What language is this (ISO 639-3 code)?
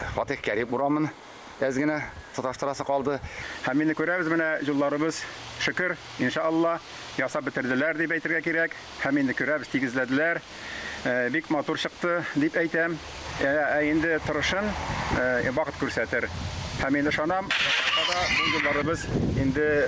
tat